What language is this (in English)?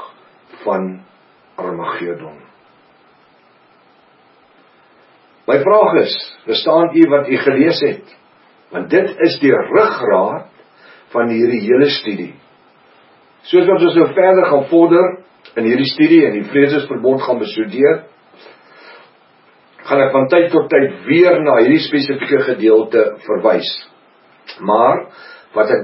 Afrikaans